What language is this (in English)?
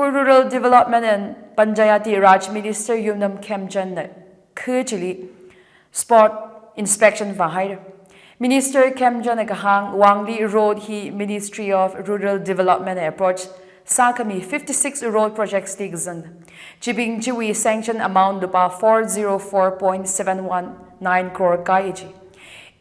Tangkhul Naga (India)